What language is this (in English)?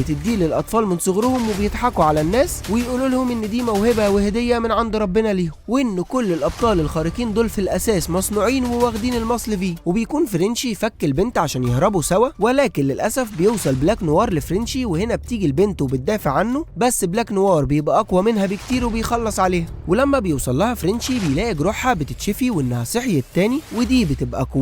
Egyptian Arabic